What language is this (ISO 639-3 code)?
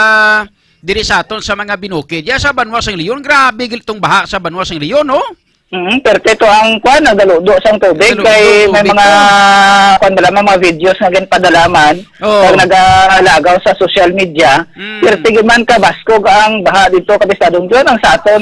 hil